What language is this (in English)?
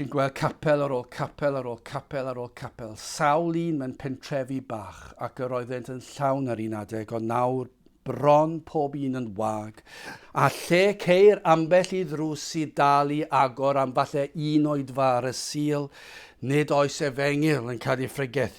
Welsh